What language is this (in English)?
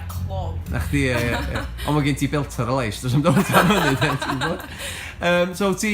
Welsh